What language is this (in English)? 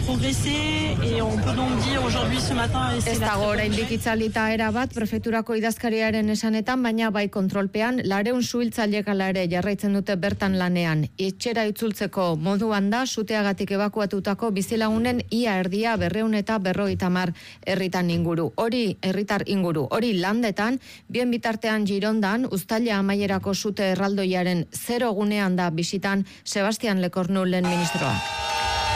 Basque